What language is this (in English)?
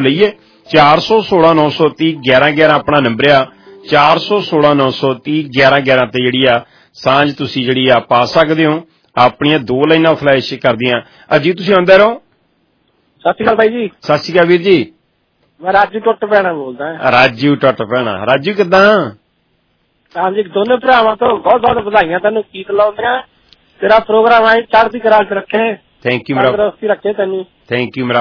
Punjabi